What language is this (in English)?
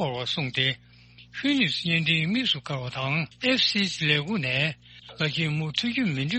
Tibetan